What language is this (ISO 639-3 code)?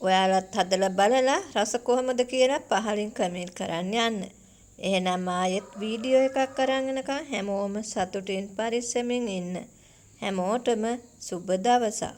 sin